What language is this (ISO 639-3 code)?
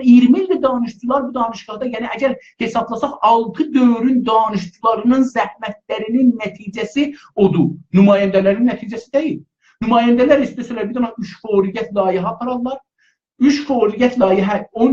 azb